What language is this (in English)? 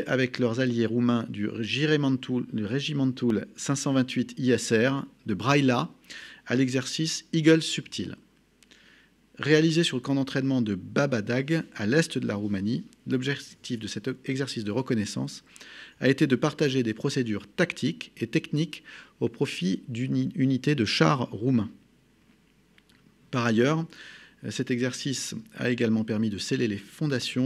French